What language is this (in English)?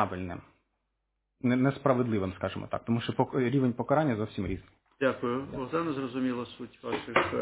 Ukrainian